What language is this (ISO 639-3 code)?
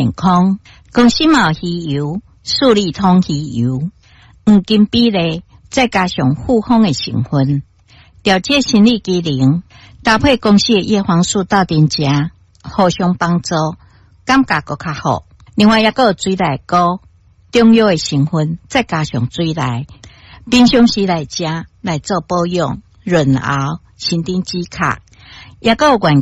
nan